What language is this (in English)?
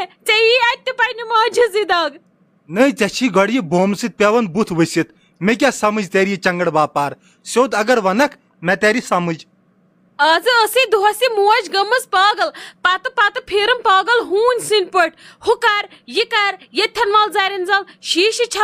Kashmiri